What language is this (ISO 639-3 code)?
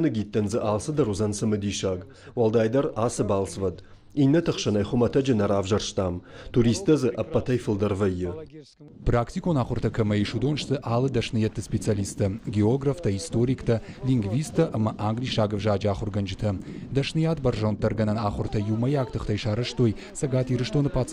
oss